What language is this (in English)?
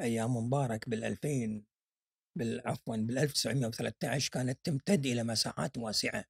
Gulf Arabic